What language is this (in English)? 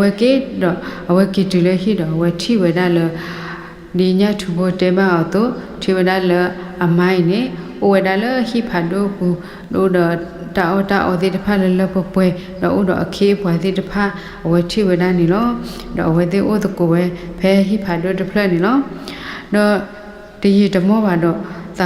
S'gaw Karen